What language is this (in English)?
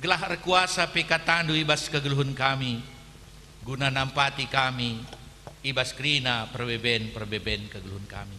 Batak Karo